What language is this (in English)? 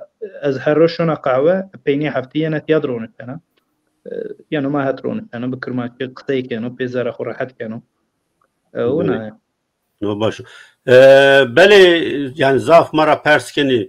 Zaza